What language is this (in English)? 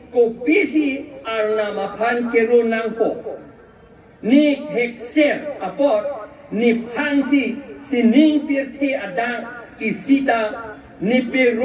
Karbi